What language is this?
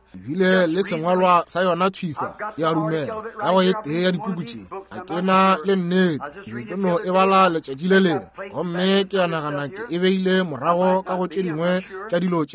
Northern Sotho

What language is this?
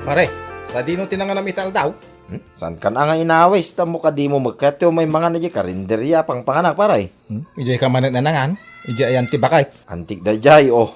Iloko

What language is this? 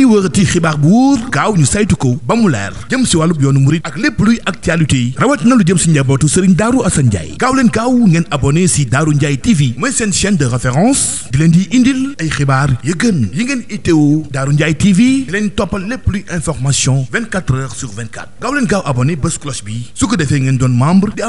Wolof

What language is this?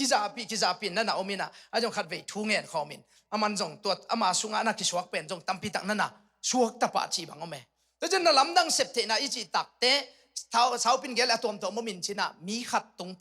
Tedim Chin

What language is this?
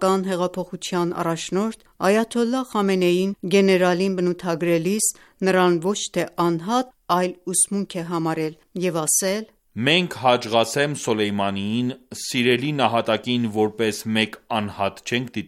Armenian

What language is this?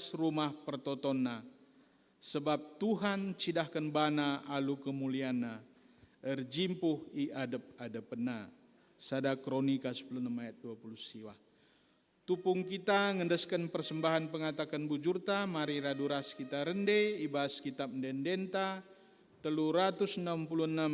Batak Karo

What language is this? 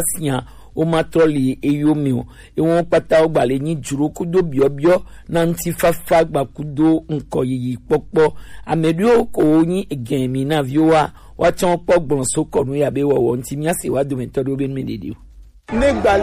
Gen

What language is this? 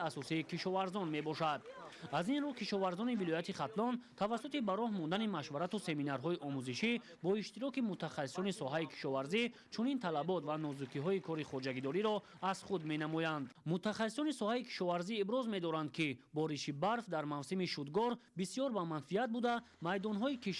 Tajik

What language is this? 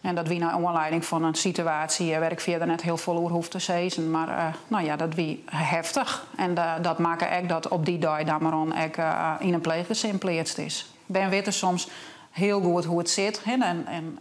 Western Frisian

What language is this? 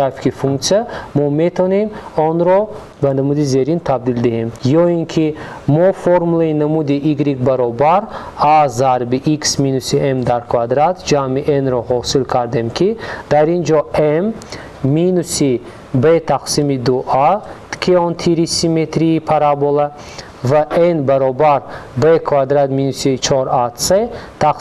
Tajik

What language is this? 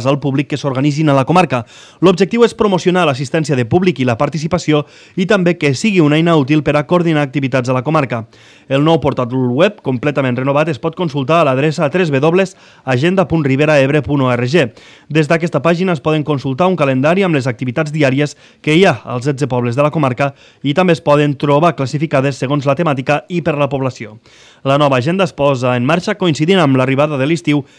Catalan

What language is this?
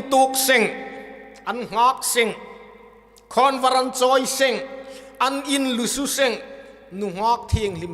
Hmar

